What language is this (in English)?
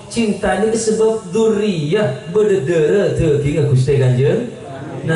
Madurese